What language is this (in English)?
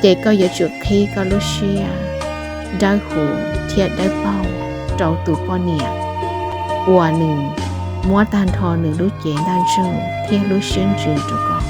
Hmong